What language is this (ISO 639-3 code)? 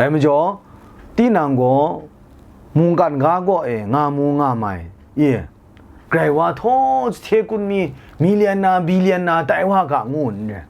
kac